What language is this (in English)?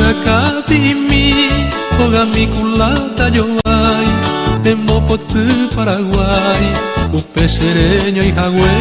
Guarani